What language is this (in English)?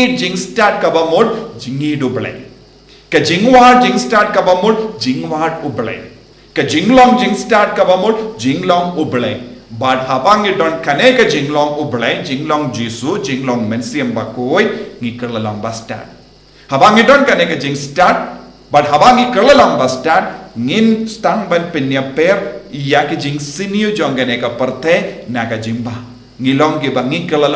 Khasi